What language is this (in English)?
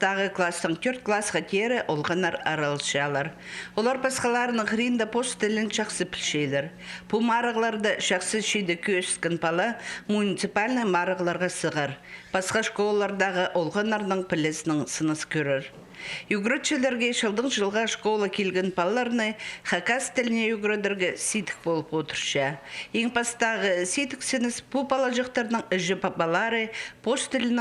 Khakas